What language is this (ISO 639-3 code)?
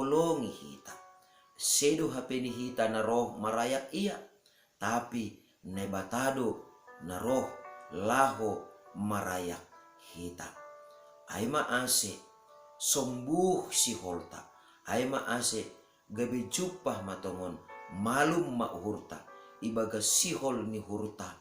bts